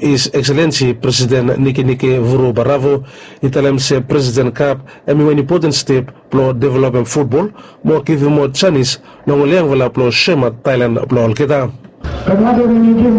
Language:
Bislama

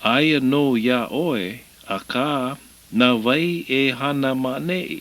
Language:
Hawaiian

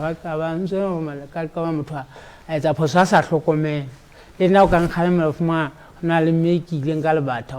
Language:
Southern Sotho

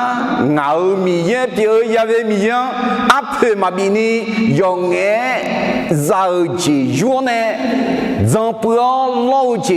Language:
Akha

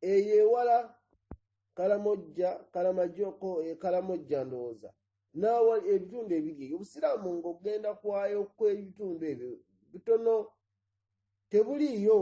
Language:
Ganda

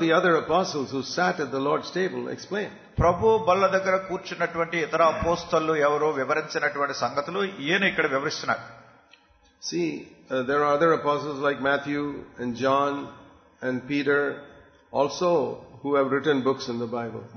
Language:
Telugu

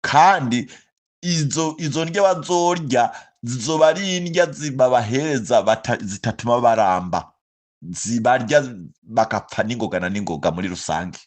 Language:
Rundi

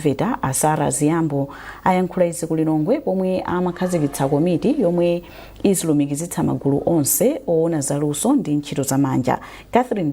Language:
Nyanja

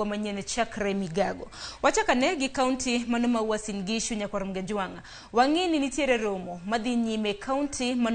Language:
Luo (Kenya and Tanzania)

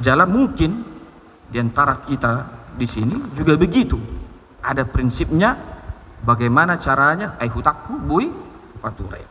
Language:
Batak Toba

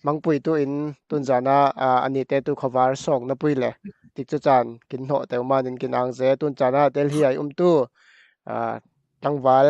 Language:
Falam Chin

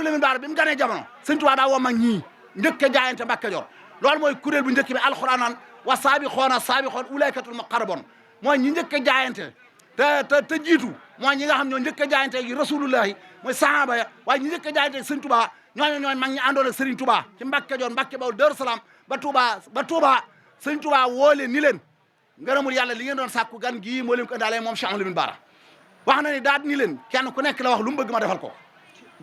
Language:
Wolof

